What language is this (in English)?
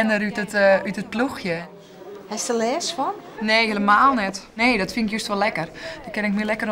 Western Frisian